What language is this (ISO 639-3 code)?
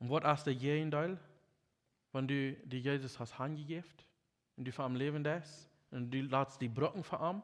pdt